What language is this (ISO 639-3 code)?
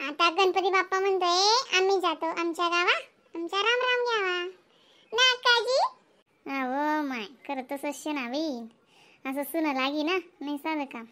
khn